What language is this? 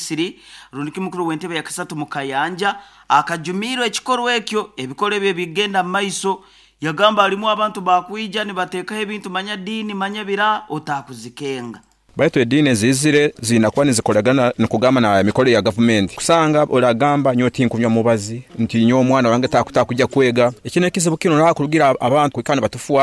Nyoro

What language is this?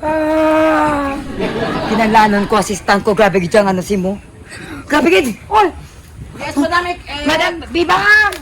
Hiligaynon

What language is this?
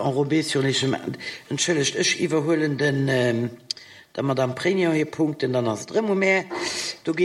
Luxembourgish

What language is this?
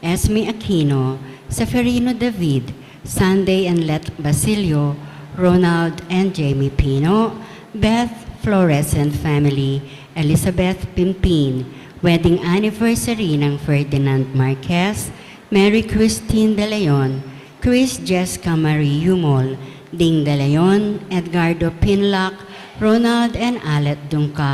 Pampanga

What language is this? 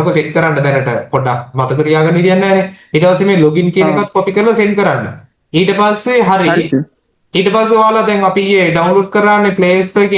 Sinhala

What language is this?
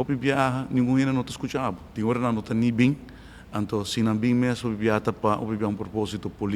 Papiamento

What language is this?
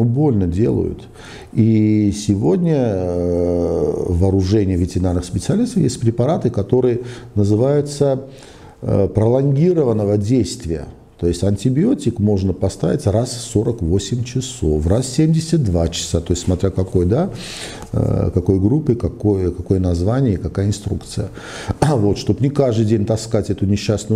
Russian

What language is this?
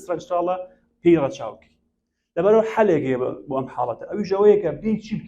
Central Kurdish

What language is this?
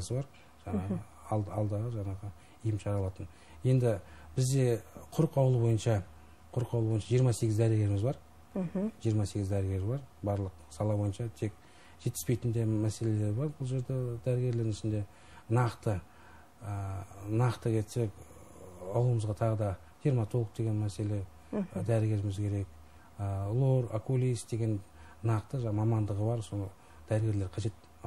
Kazakh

